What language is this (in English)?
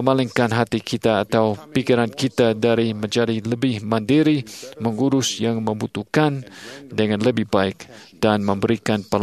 Indonesian